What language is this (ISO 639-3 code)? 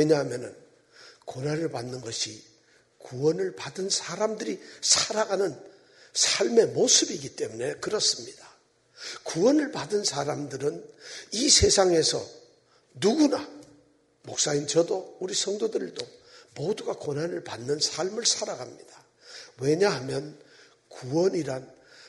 kor